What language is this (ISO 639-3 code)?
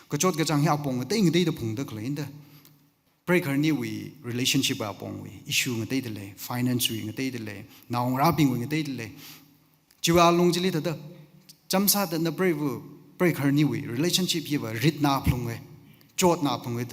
nmf